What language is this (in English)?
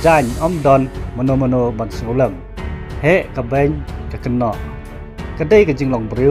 Khasi